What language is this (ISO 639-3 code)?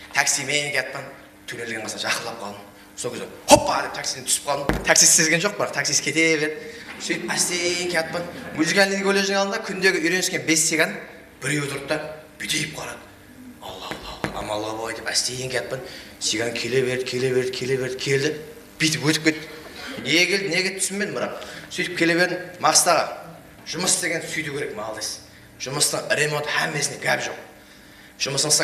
kaa